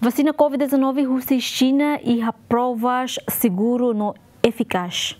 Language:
Tetum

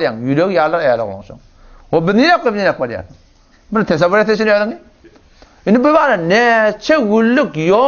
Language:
Turkmen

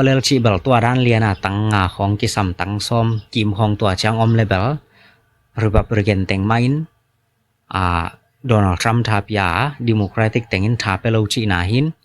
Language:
Tedim Chin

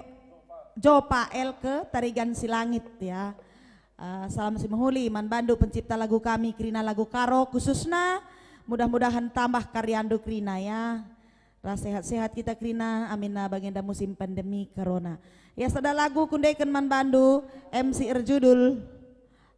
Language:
Batak Karo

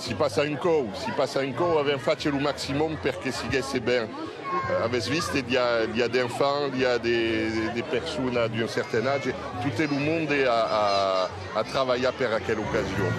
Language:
Occitan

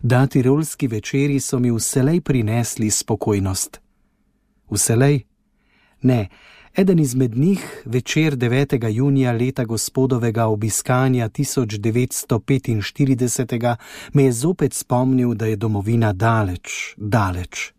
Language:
Slovenian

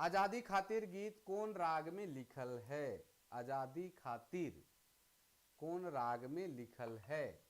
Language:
Sadri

